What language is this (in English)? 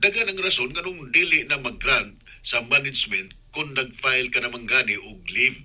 Cebuano